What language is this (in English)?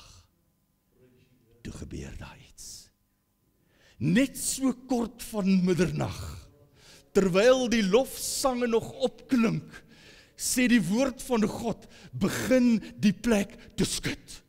Afrikaans